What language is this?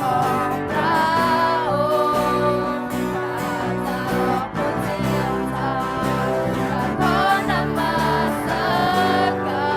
Akha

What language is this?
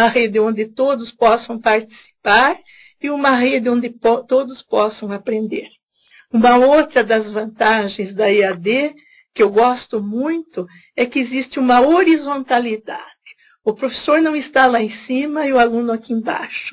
Portuguese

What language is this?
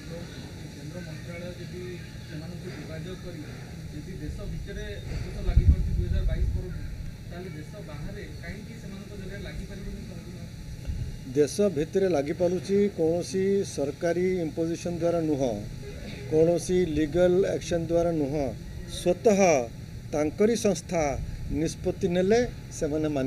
Odia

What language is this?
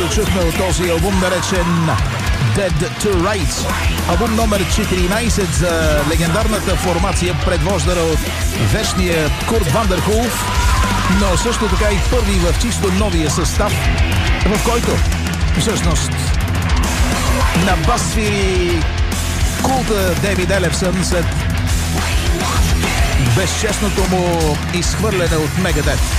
Bulgarian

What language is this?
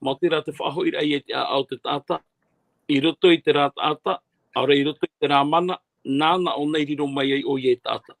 Tahitian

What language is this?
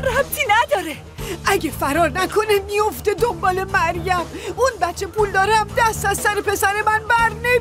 Persian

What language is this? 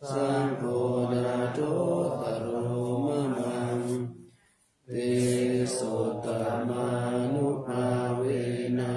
Pali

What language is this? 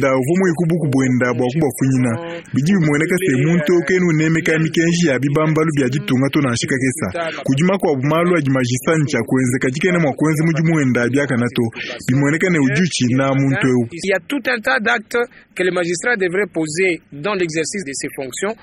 Luba-Lulua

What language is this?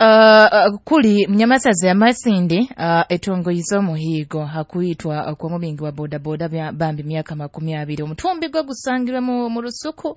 Nyoro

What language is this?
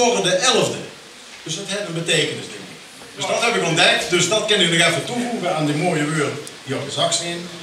Limburgish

